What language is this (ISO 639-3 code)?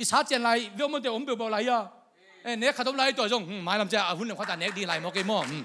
ctd